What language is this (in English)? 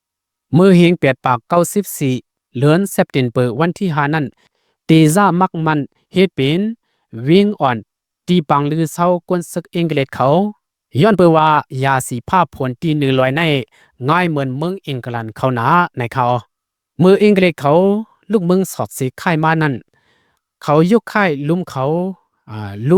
Shan